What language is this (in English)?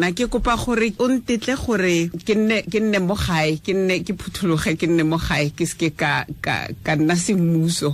Tswana